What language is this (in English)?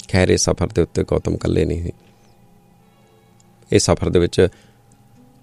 Punjabi